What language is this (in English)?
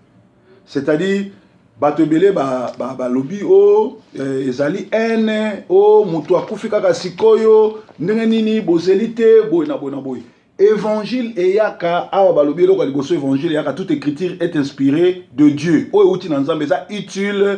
Lingala